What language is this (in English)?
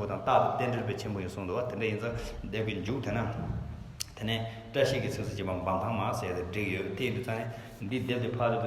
Tibetan